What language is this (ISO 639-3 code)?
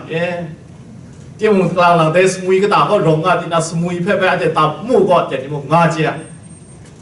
kac